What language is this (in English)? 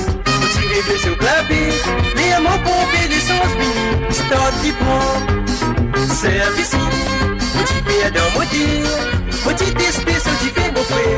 Morisyen